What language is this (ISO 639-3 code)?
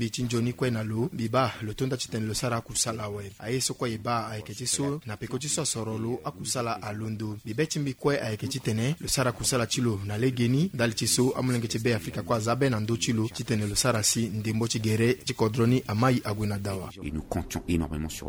sag